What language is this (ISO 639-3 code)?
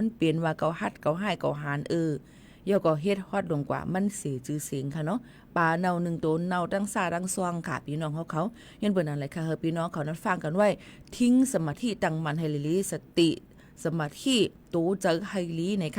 shn